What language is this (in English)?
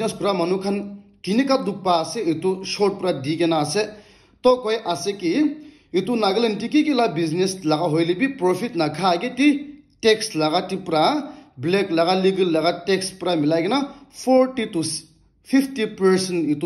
Naga Pidgin